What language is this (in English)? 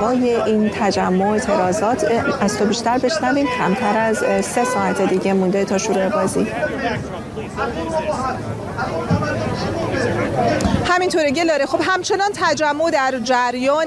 Persian